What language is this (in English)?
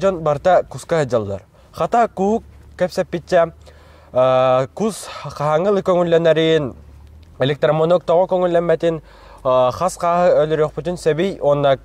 Yakut